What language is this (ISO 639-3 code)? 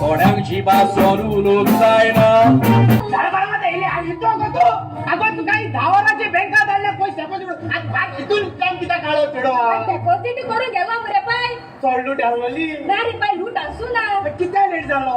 kok